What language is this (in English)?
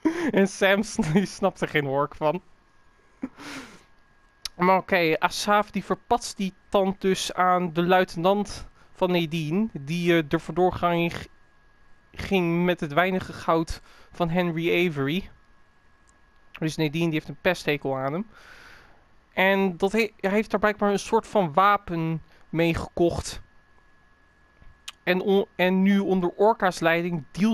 Dutch